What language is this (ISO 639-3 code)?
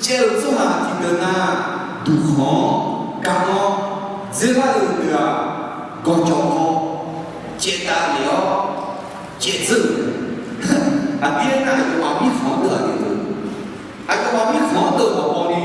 ahk